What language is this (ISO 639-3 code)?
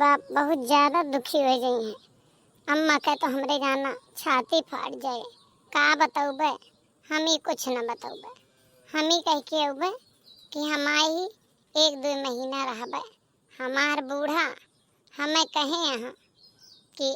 awa